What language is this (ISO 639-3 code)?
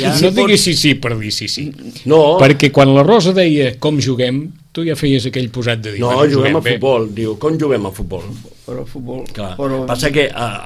cat